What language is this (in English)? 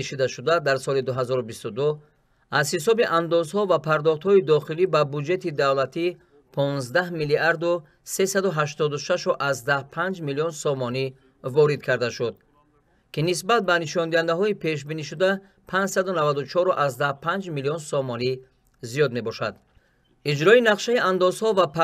Tajik